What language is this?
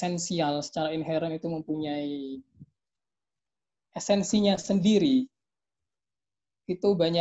Indonesian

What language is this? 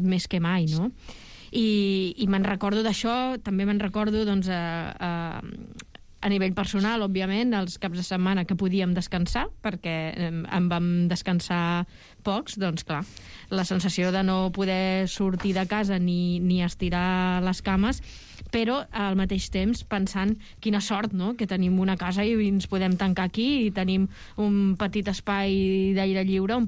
Catalan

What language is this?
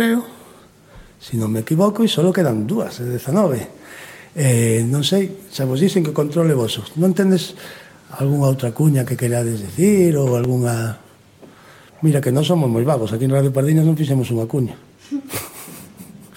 Galician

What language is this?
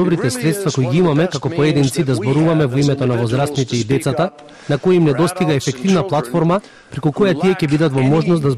Macedonian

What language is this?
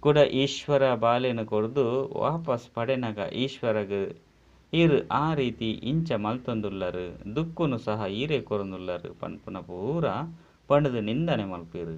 Tulu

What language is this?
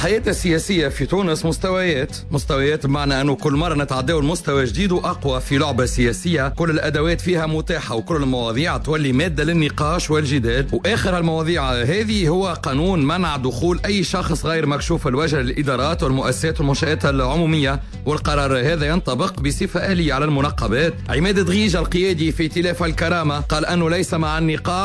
Tunisian Arabic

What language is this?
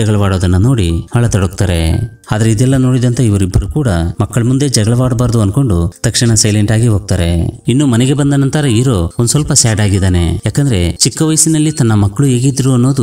Kannada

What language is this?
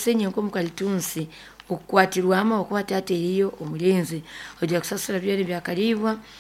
Nyoro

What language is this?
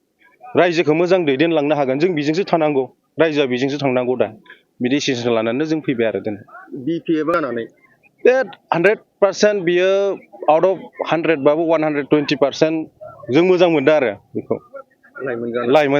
Bodo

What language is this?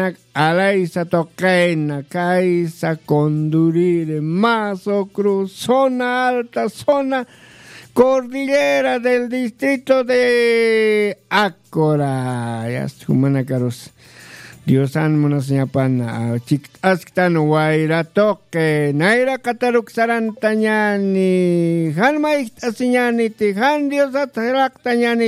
Aymara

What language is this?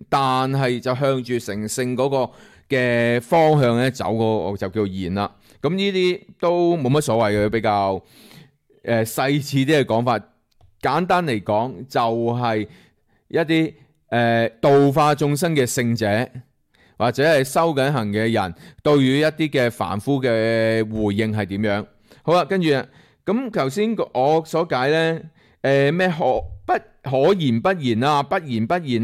Cantonese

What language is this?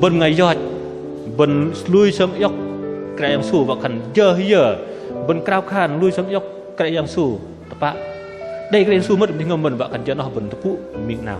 Bahnar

